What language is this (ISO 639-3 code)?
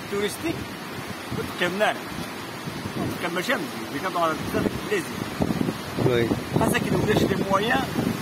kab